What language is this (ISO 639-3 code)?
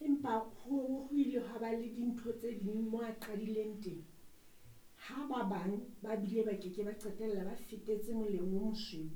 sot